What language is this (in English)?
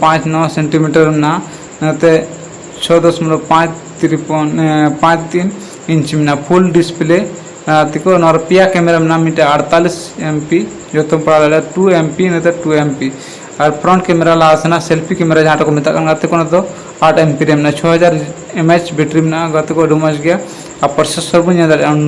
Santali